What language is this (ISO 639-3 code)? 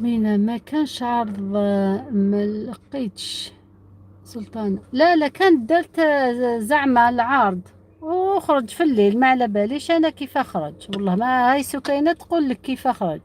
arq